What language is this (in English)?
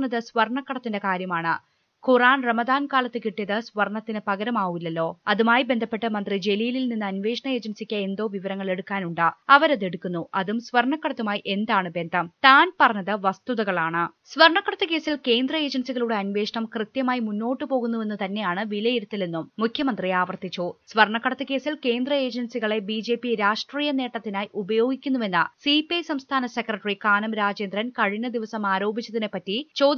Malayalam